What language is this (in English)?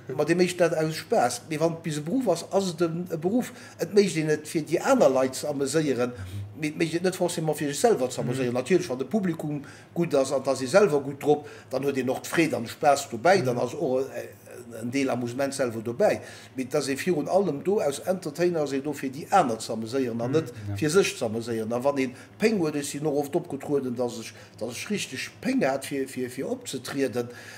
Luxembourgish